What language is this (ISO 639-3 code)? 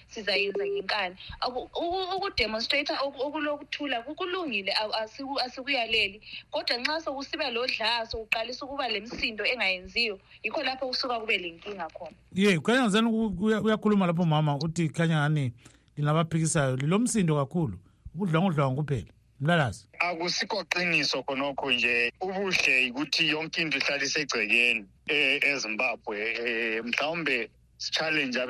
nde